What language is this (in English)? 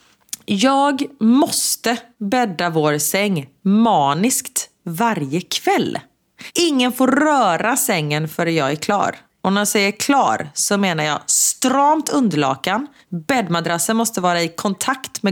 Swedish